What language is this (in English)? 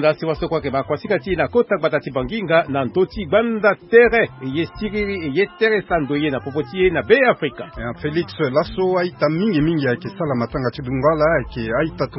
Sango